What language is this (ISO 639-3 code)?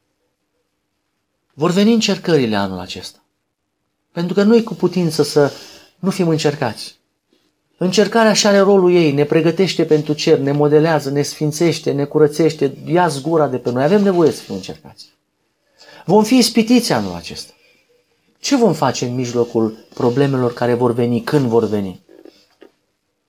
ron